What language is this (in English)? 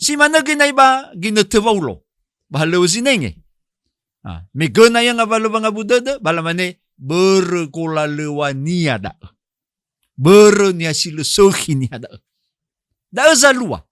Nias